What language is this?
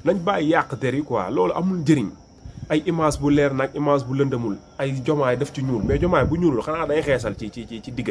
Wolof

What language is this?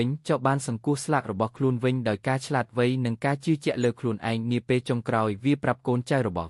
Khmer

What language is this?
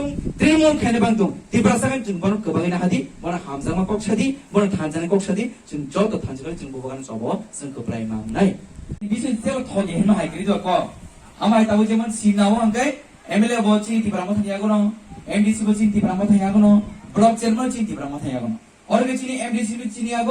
Kok Borok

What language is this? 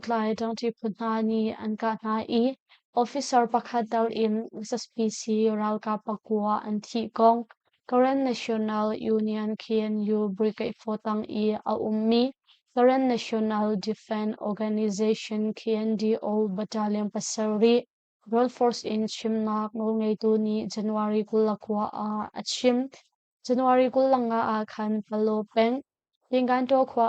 Hakha Chin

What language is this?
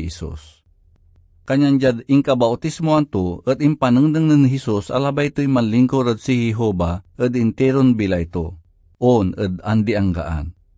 Pangasinan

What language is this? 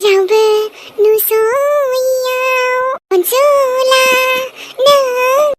Bodo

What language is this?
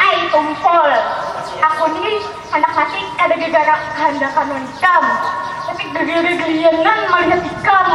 Banjar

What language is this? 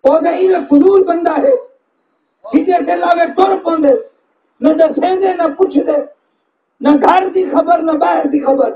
Saraiki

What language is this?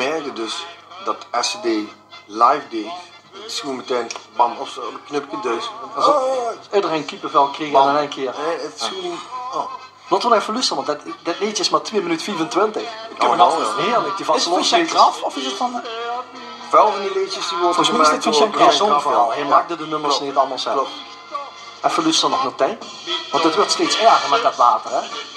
Limburgish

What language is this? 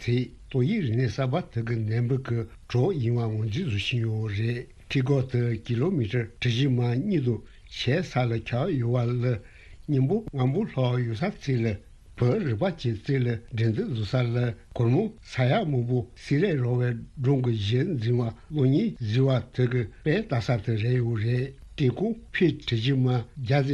Tibetan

